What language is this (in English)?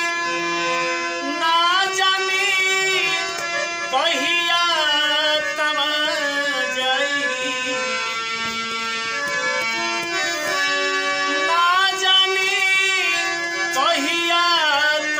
Bhojpuri